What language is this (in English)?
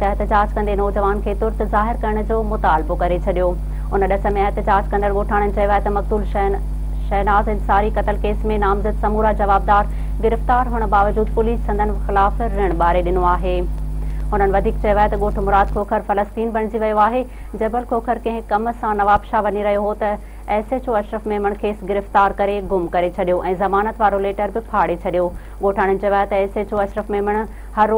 Sindhi